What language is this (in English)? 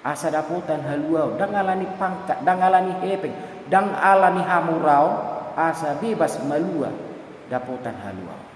Batak Toba